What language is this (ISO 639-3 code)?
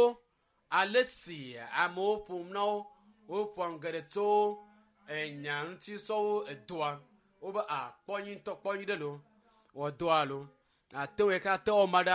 ewe